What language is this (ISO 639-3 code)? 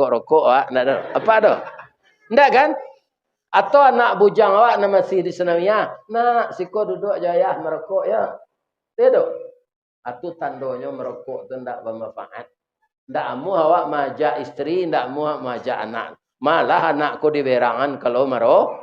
min